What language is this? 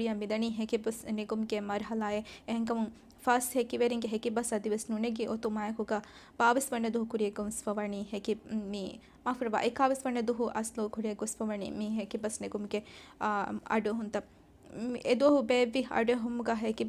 Divehi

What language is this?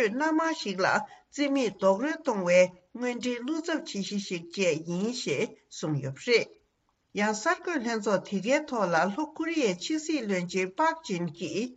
Tibetan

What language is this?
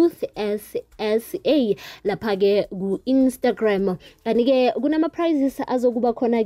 South Ndebele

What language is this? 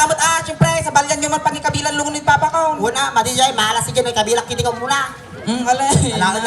Iloko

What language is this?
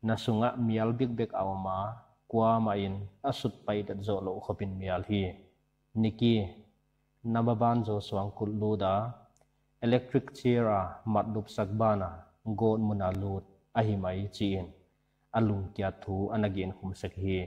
Paite Chin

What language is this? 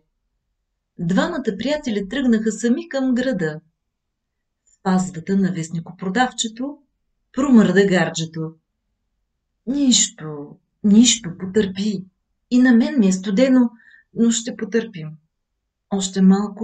Bulgarian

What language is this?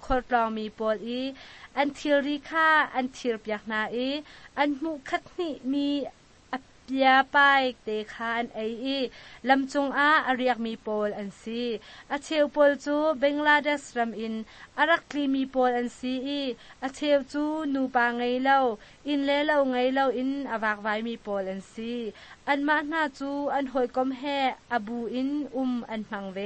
Hakha Chin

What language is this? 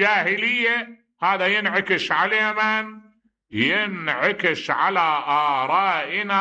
Mesopotamian Arabic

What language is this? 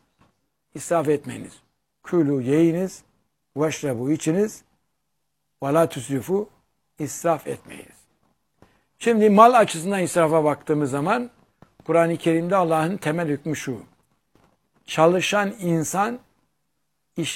Turkish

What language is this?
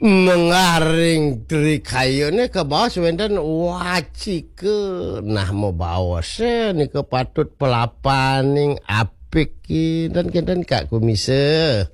Balinese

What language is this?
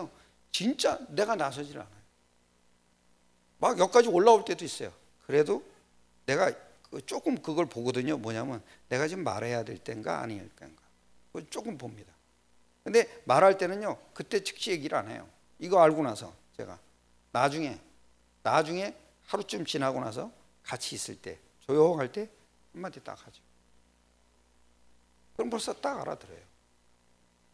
Korean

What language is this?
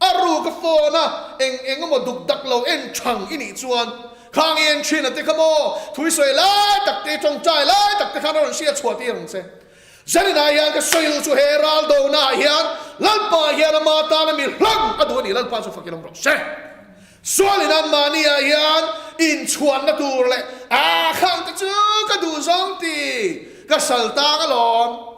Mizo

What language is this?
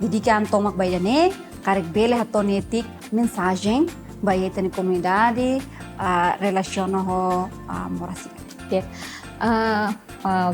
Tetum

